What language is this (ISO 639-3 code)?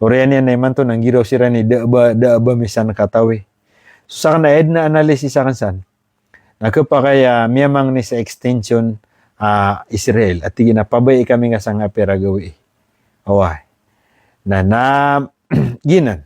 mrw